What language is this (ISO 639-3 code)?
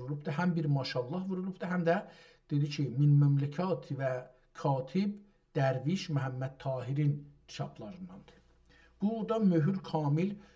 azb